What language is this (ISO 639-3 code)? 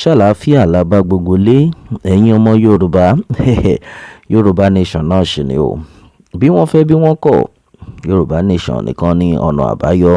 yor